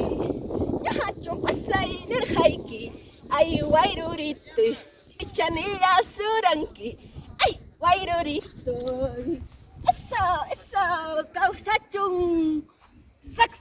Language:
Ayacucho Quechua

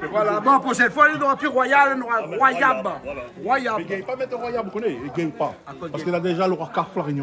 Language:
Réunion Creole French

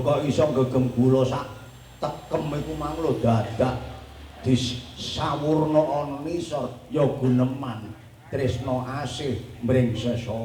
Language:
Javanese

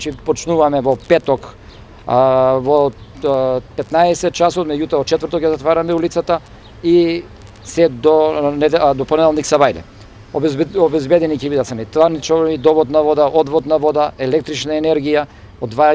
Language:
Macedonian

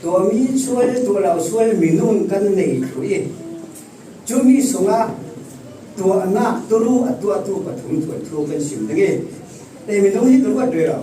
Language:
Falam Chin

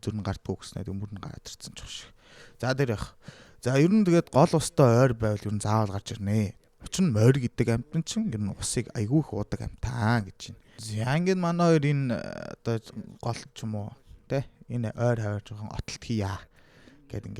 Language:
Mongolian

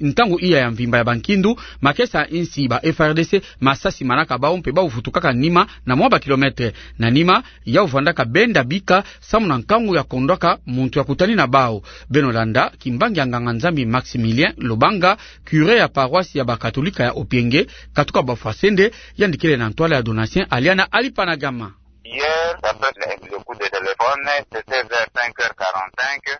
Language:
Kituba (Democratic Republic of Congo)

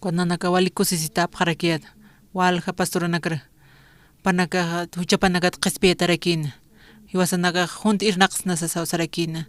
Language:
Aymara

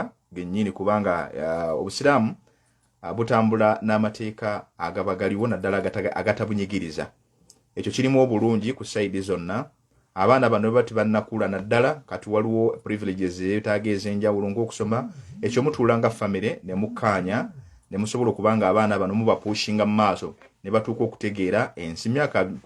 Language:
Ganda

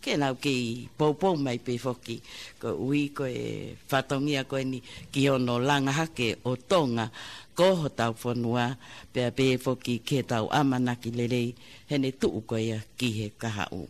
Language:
Tongan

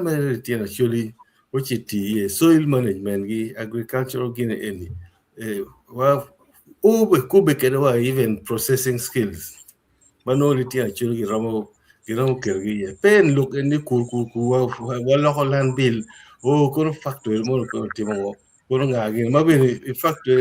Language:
Acoli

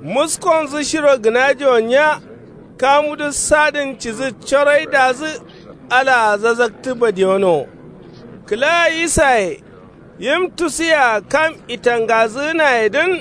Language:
Kanuri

